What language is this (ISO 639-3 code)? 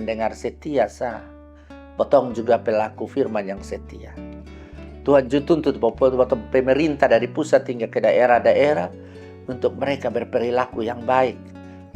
mkn